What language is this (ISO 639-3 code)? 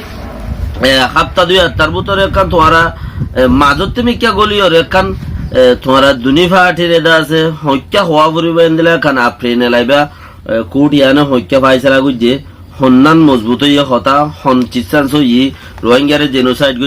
rhg